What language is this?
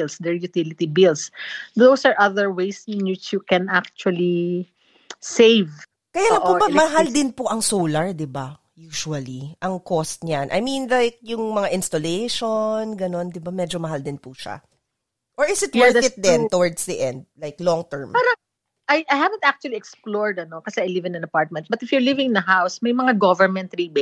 Filipino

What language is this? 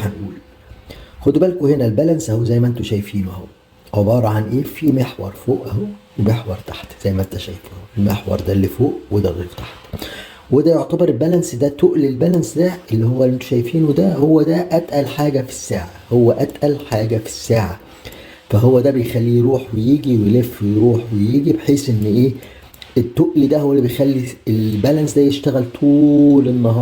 Egyptian Arabic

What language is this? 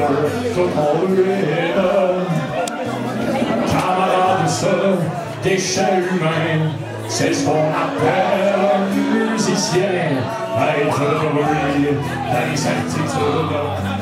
French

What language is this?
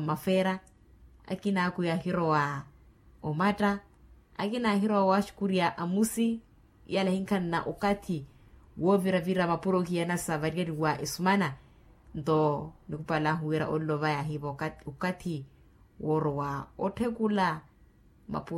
Makhuwa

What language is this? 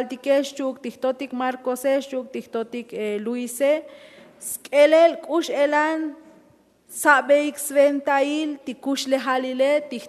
Tzotzil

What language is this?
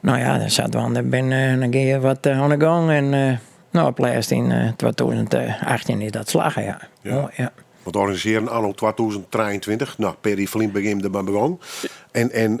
Western Frisian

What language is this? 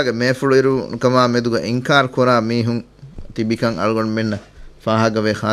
Divehi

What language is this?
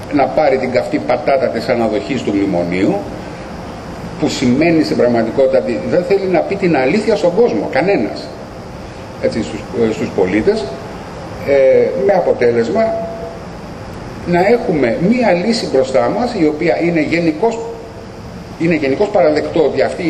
Greek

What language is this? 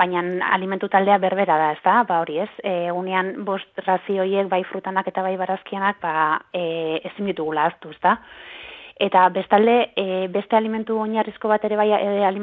Basque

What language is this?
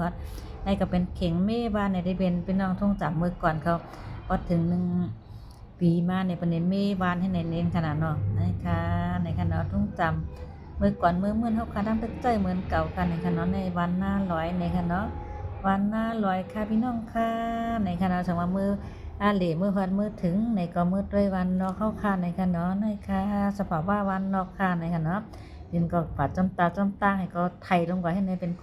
Shan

